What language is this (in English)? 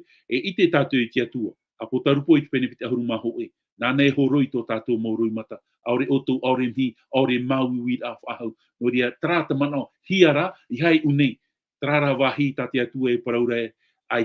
Tahitian